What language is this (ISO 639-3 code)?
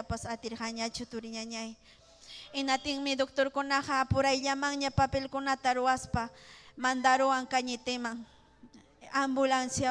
quy